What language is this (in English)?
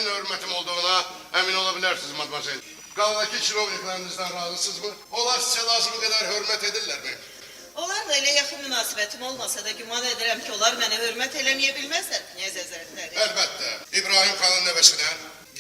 Azerbaijani